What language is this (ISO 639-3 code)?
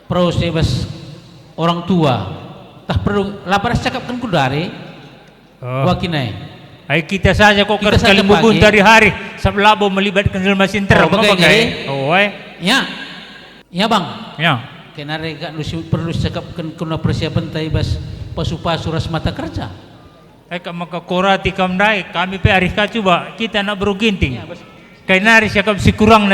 btx